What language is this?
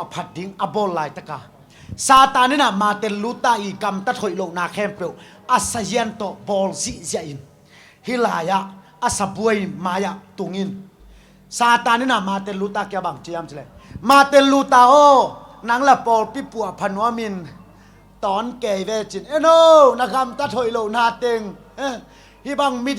Tedim Chin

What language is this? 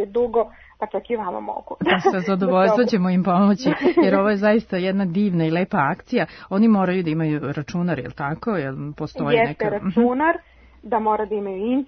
Serbian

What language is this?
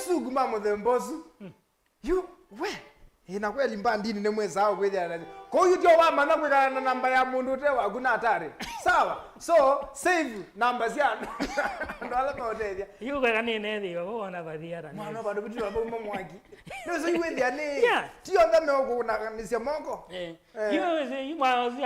Kamba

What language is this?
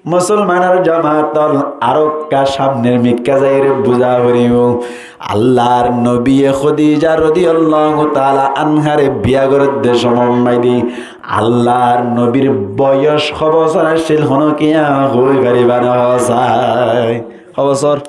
Rohingya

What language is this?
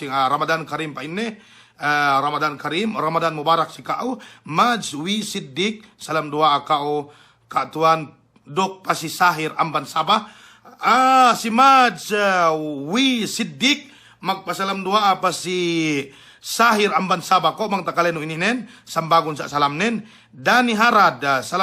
Yakan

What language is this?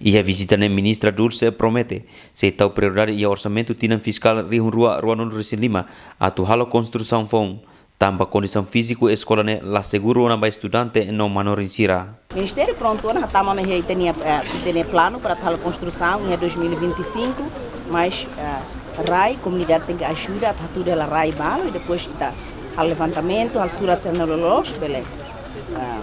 Tetum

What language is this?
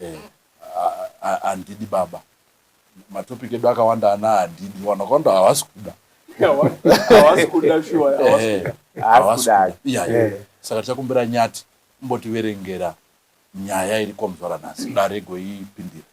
Shona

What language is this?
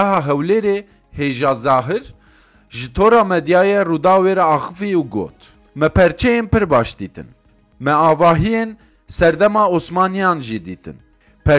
Kurdish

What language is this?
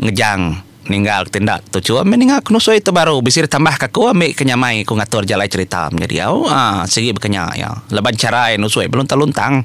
Iban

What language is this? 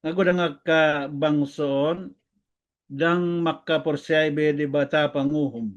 Batak Toba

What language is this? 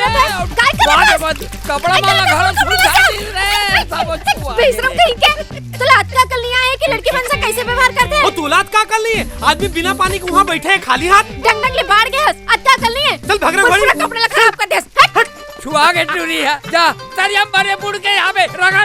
Chhattisgarhi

